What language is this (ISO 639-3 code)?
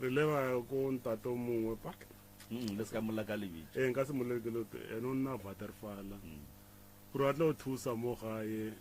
nso